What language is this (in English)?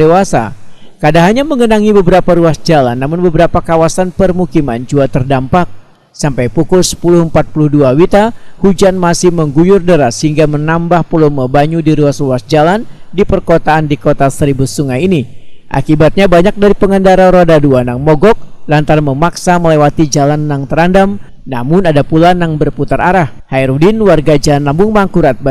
Banjar